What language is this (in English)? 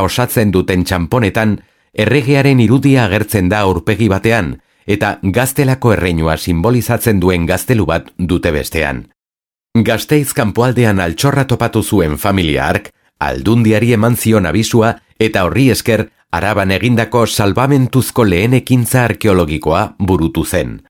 Basque